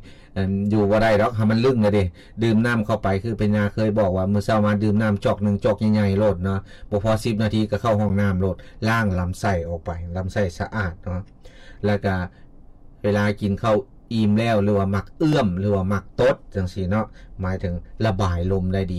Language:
Lao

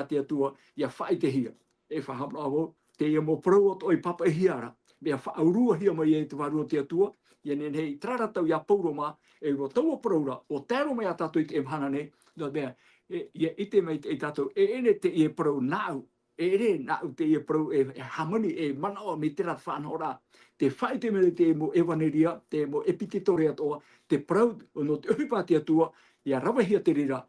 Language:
Tahitian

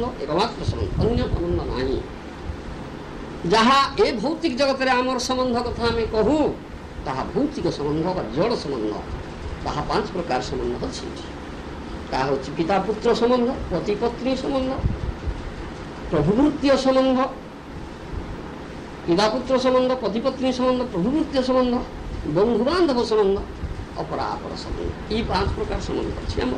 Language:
Odia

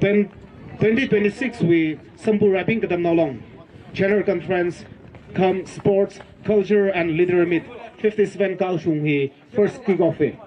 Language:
Tangkhul Naga (India)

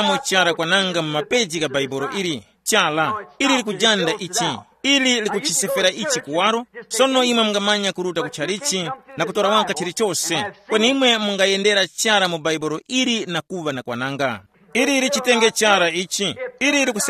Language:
Tumbuka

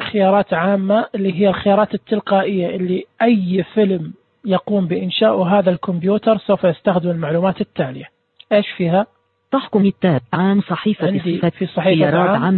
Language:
Najdi Arabic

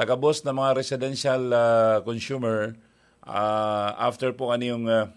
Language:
Bikol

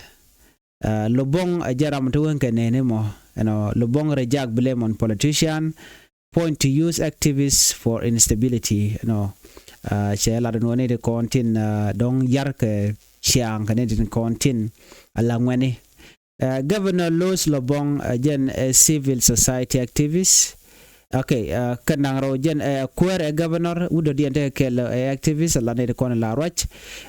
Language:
Nuer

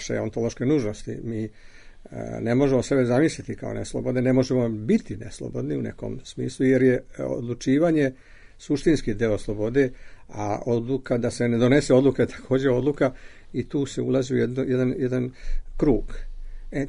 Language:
Serbian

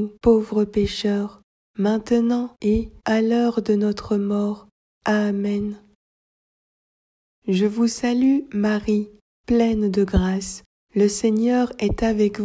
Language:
French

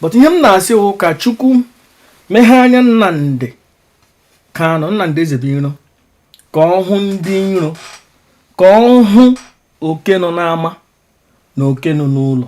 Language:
Igbo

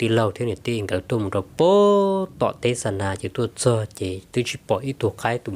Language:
Hmong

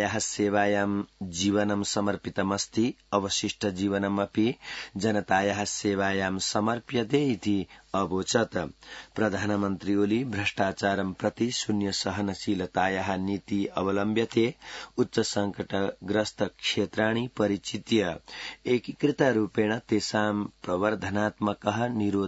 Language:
Sanskrit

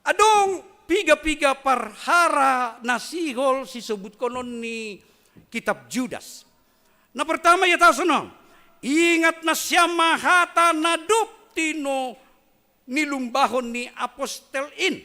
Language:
Batak Simalungun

